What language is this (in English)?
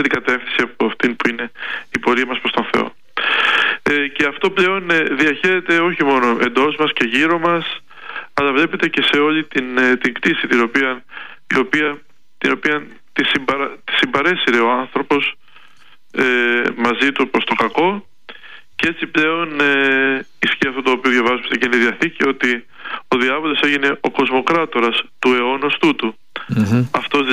Greek